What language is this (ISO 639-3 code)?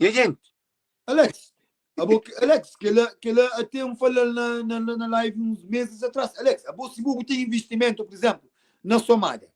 kea